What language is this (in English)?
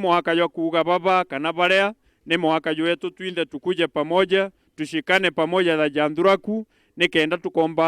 Meru